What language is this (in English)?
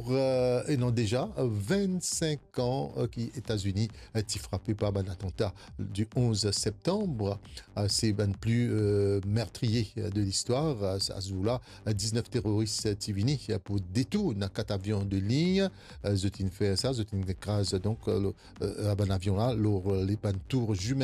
Morisyen